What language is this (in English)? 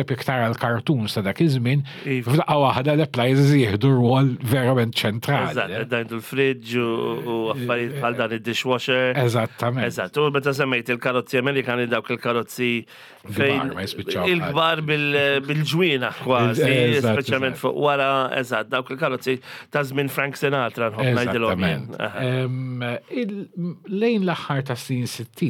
Maltese